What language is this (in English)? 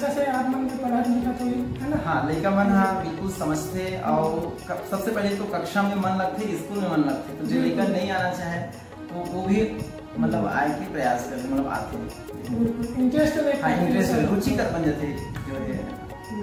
Chhattisgarhi